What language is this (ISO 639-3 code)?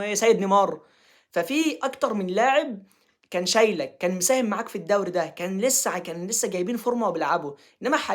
arz